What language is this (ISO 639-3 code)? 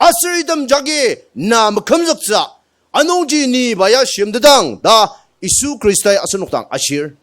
njo